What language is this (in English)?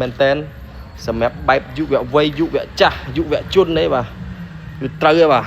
Khmer